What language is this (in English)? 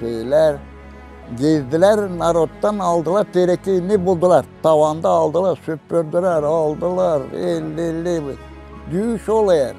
Gagauz